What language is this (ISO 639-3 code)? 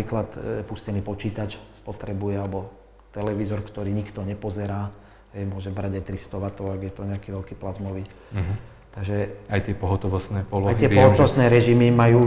slk